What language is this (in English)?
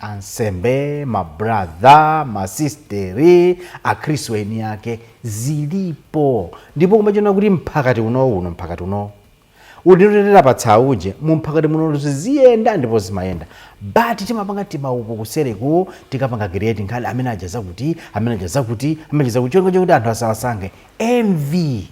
Nyanja